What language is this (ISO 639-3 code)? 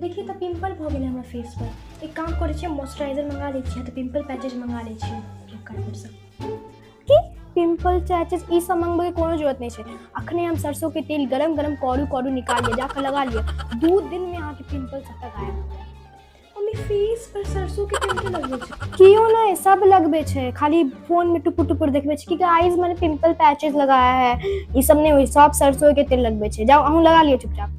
mai